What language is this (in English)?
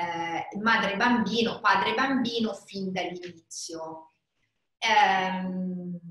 Italian